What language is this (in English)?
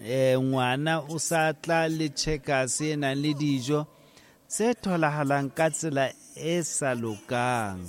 Southern Sotho